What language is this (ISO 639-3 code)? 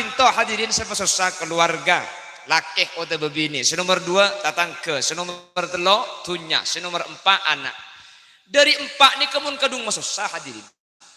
mad